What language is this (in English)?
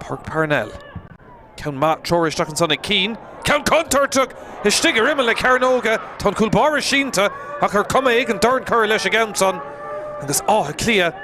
Irish